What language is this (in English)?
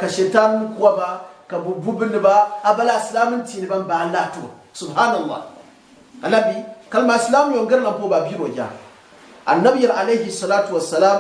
Gourmanchéma